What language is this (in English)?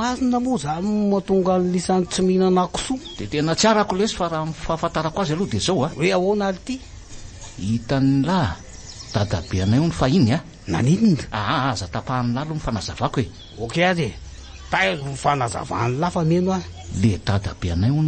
Malagasy